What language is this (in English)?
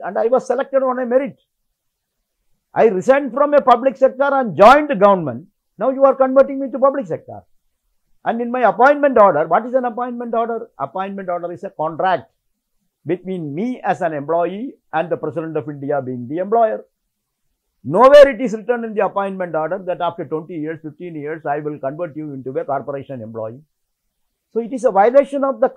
English